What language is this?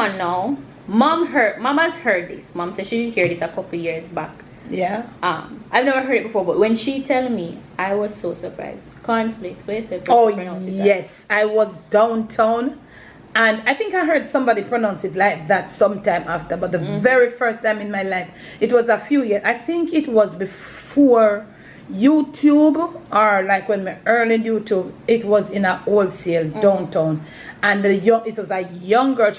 Jamaican Creole English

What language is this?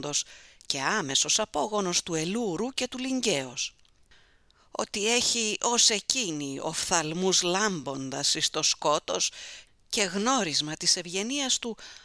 Greek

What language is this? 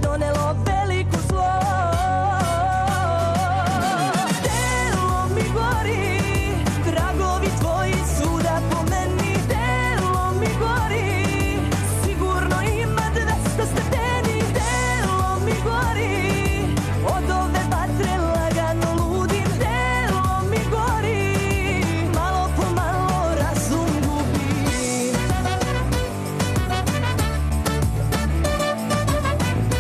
Serbian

